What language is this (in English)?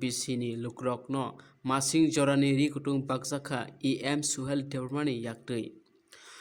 Kok Borok